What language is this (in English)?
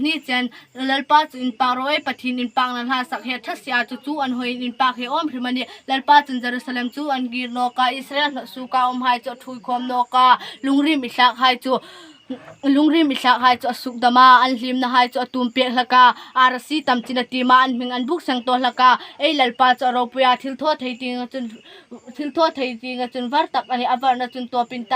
Hmar